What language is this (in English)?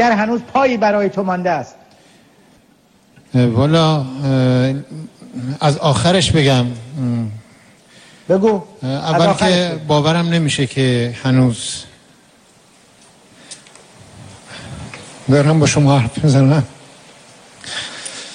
Persian